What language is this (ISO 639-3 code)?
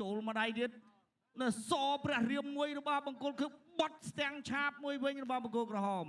khm